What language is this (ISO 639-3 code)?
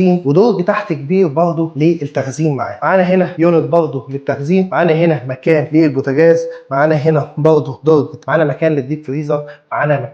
arz